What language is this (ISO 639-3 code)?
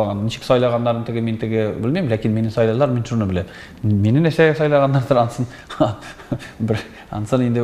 tat